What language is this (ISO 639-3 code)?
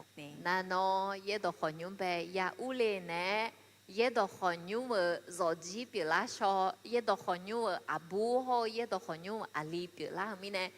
ahk